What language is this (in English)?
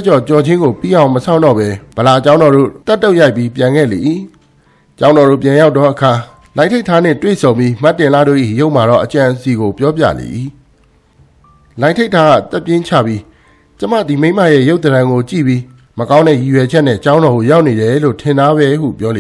Burmese